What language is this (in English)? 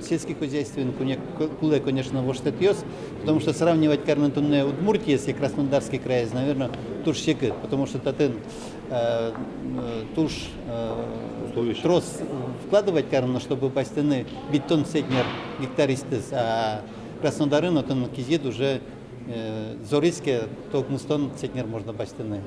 Udmurt